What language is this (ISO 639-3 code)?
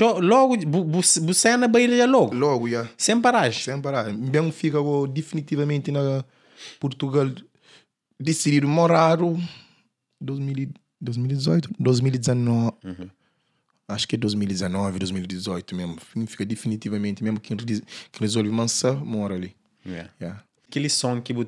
kea